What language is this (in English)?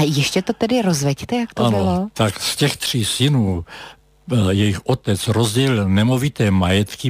Czech